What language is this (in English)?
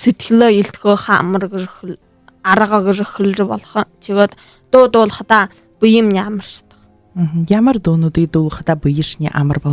Buriat